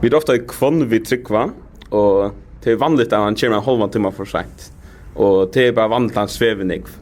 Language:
Faroese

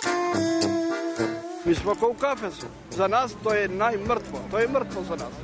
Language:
Serbian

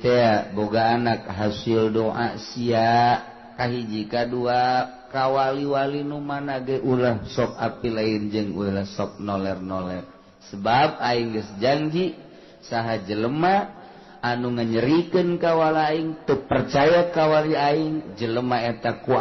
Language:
Sundanese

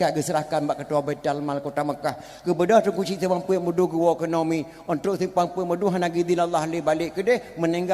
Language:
Achinese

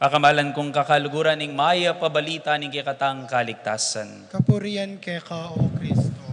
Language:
Pampanga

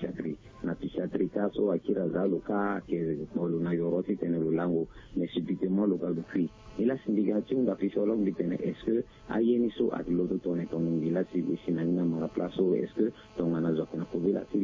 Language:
Sango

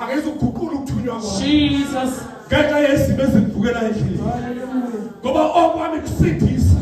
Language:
Zulu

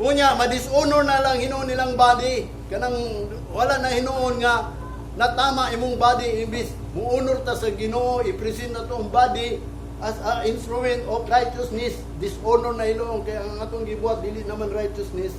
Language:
Cebuano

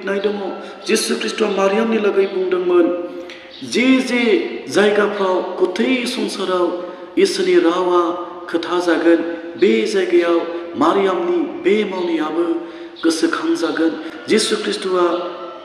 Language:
Bodo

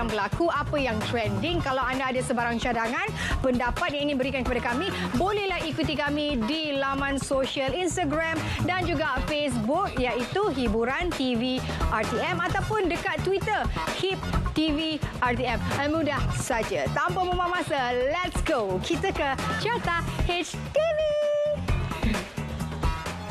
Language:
Malay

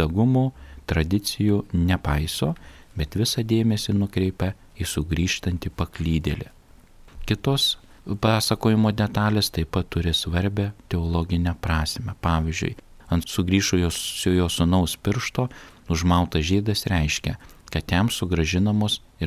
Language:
Lithuanian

